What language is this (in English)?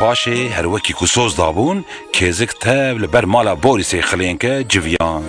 Kurdish